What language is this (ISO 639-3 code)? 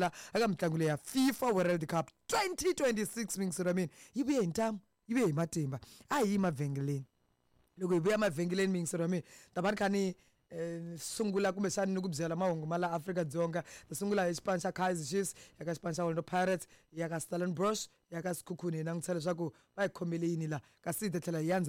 tso